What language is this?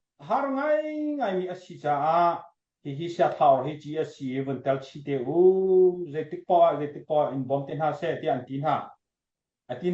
Hakha Chin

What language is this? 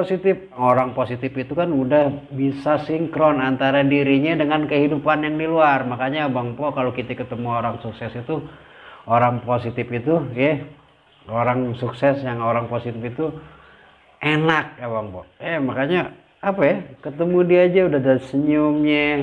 Betawi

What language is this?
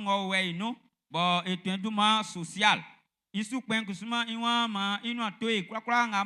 Baoulé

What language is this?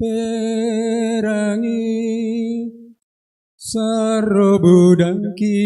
Toraja-Sa'dan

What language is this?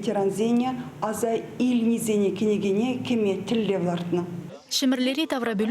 Chuvash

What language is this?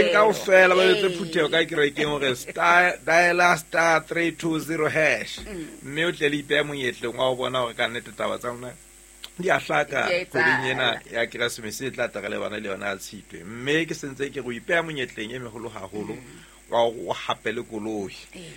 Southern Sotho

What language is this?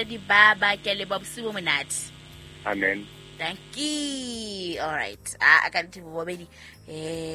Southern Sotho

